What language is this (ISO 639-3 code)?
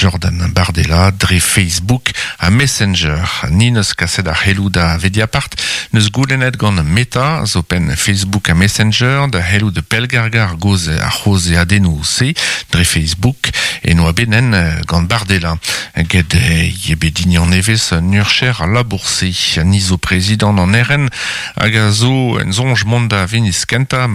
bre